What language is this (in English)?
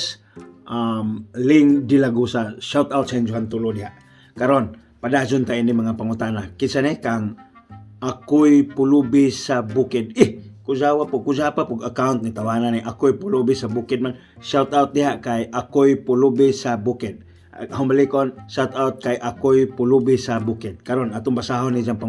Cebuano